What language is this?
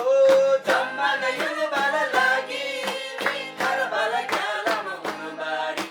Eastern Tamang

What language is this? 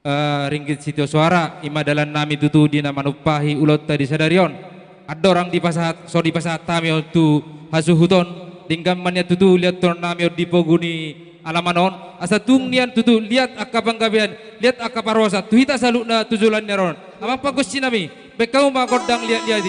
Batak Simalungun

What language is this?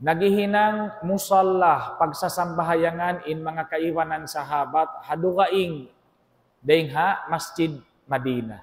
Tausug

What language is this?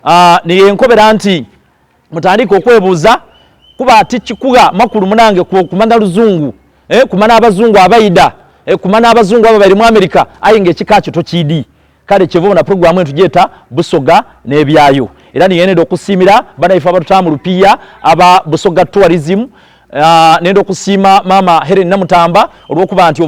Soga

